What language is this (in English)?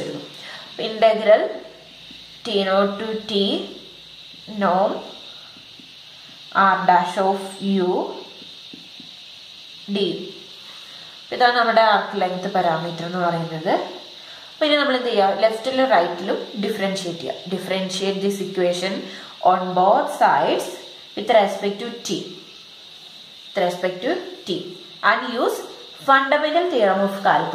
Malayalam